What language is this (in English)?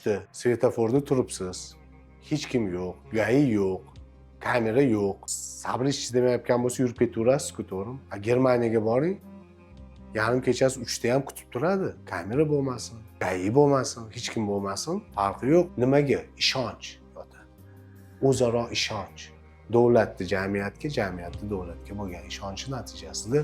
Uzbek